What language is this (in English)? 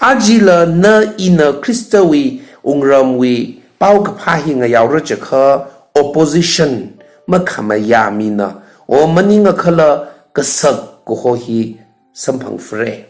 Tangkhul Naga (India)